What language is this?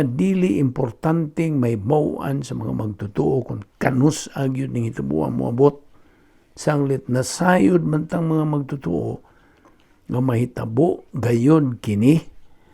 Cebuano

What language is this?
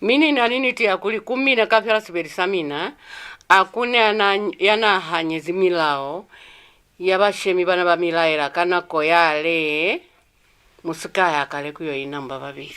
Lozi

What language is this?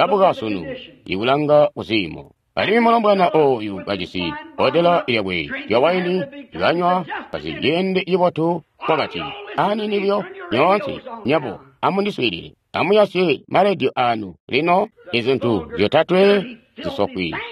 Tonga (Zambia)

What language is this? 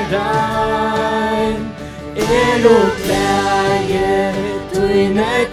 Faroese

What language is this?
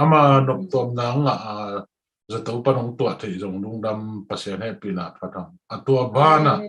Tedim Chin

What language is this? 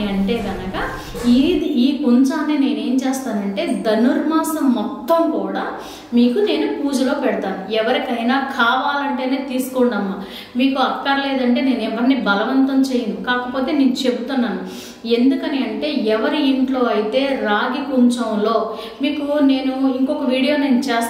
Telugu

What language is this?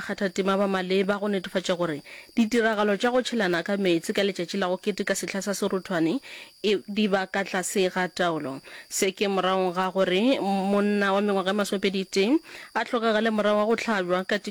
Northern Sotho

